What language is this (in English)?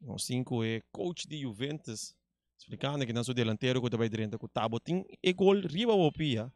Papiamento